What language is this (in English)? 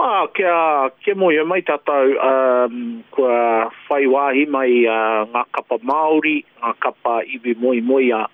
Māori